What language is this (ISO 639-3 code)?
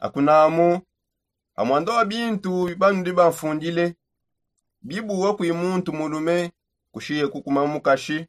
sop